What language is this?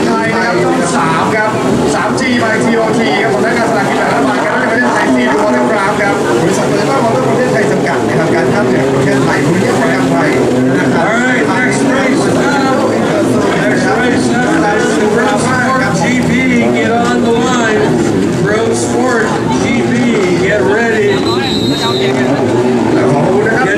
Thai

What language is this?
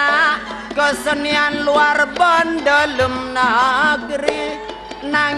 Madurese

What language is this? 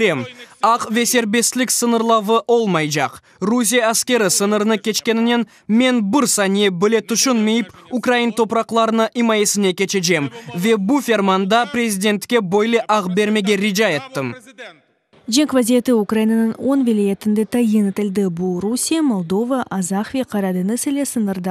Crimean Tatar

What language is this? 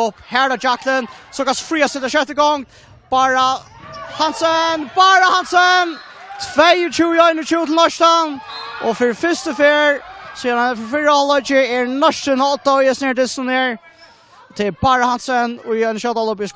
Faroese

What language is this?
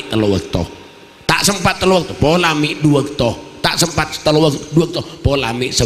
Madurese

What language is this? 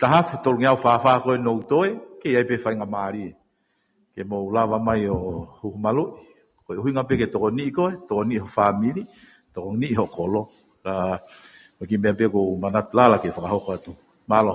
Tongan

